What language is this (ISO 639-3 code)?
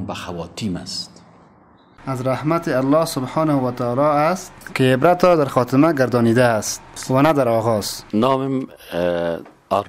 fas